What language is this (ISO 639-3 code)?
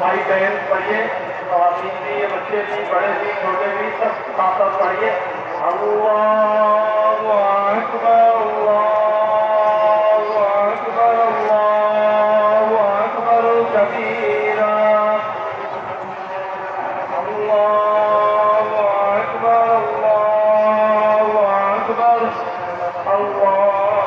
urd